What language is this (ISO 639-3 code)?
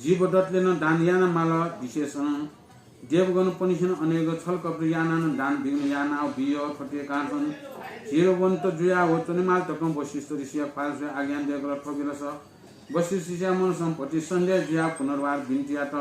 new